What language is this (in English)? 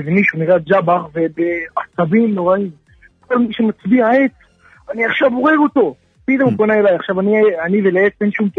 Hebrew